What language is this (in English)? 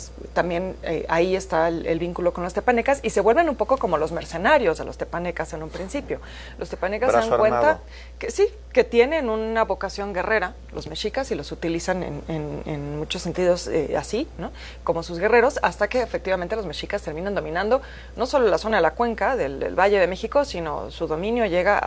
Spanish